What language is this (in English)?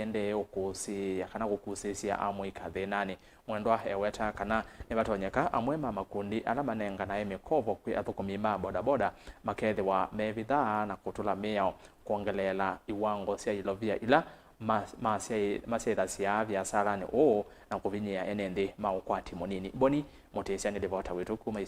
Kamba